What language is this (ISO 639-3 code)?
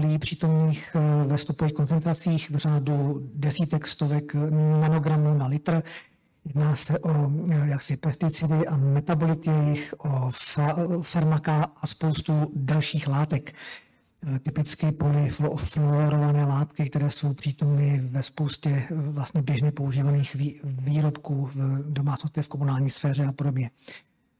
ces